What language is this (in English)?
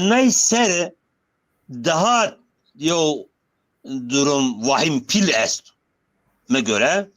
Zaza